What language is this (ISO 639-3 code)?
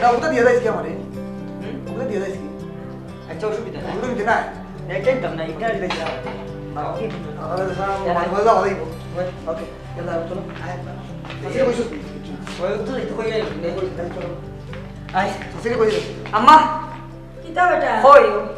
syl